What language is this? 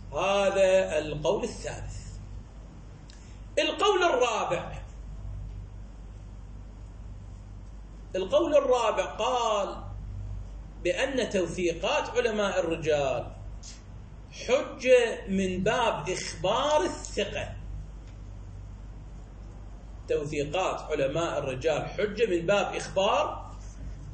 Arabic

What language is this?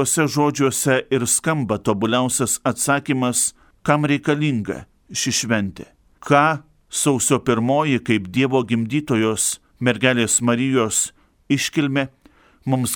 Lithuanian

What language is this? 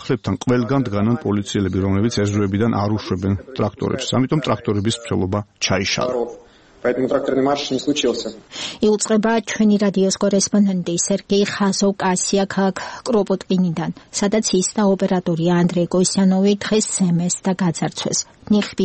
Georgian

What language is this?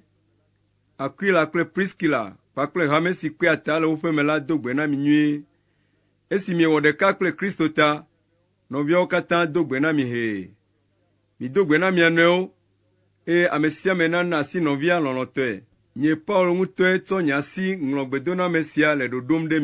Ewe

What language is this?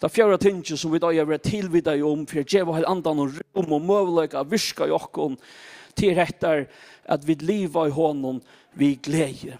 Faroese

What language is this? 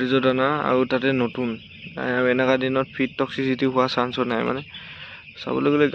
Assamese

